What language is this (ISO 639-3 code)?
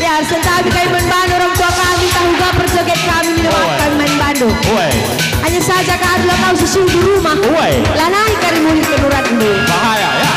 btx